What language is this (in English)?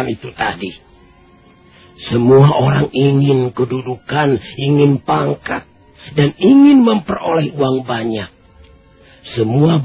Indonesian